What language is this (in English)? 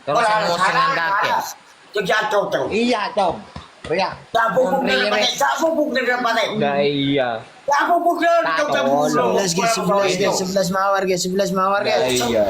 Madurese